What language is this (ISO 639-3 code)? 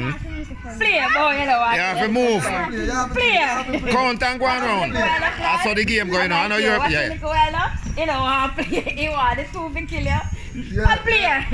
jam